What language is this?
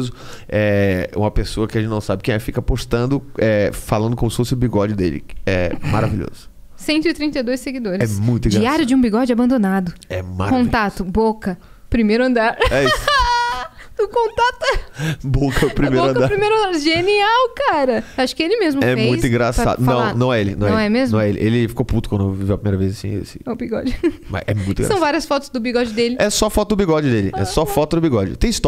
Portuguese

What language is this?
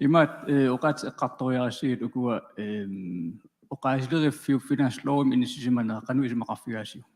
Kalaallisut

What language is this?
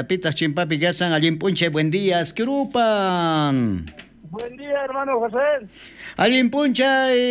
South Bolivian Quechua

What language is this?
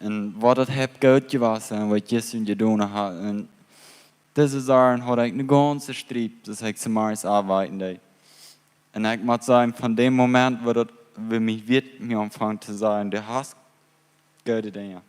Plautdietsch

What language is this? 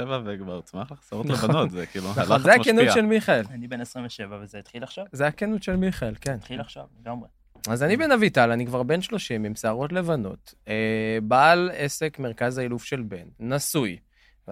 Hebrew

